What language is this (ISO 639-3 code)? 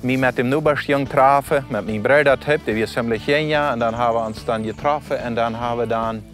pdt